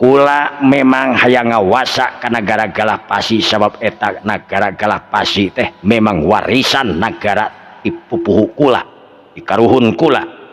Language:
Sundanese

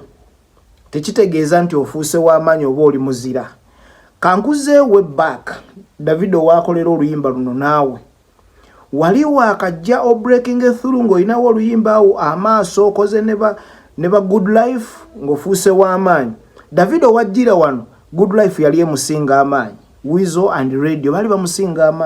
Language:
Ganda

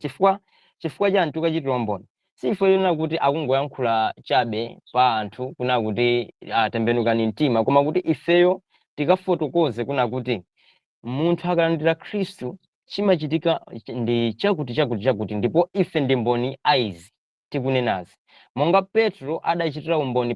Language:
Nyanja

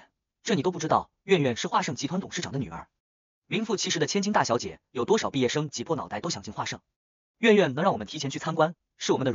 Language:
Chinese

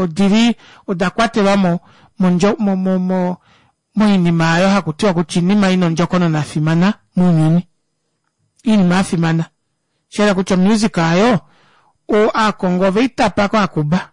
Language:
Kuanyama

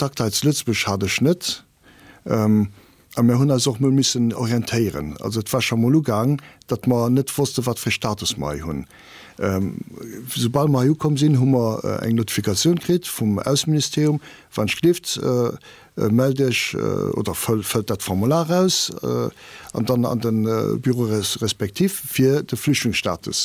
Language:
Luxembourgish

